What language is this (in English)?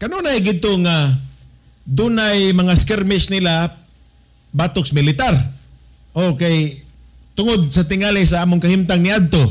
Cebuano